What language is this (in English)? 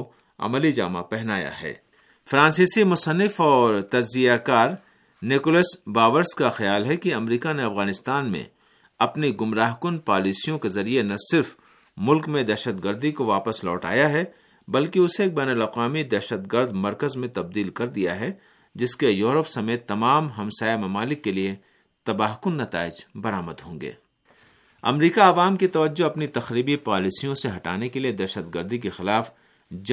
Urdu